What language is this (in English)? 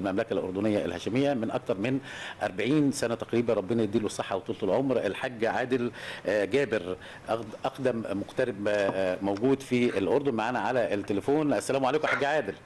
Egyptian Arabic